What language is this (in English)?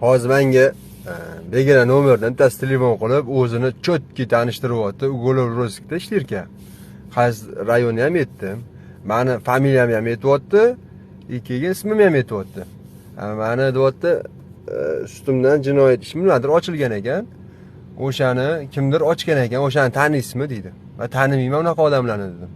Uzbek